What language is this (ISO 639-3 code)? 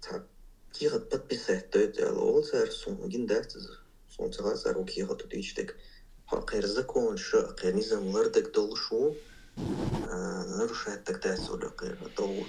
che